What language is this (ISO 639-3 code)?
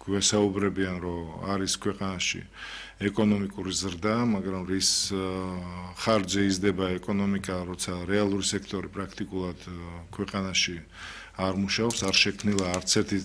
kat